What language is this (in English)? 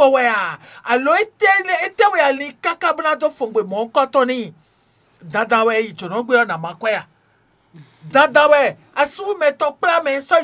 Fon